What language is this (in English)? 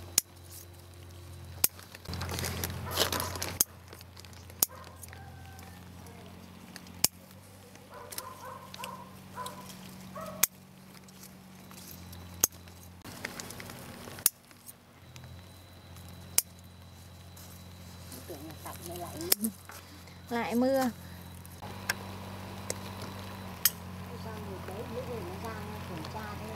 Vietnamese